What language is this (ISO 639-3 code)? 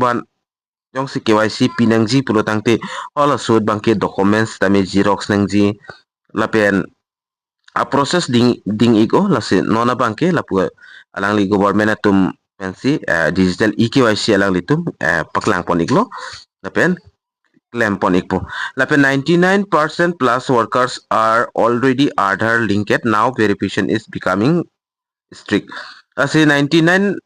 mjw